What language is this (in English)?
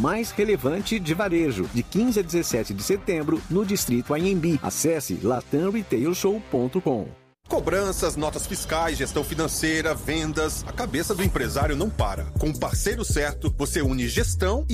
Portuguese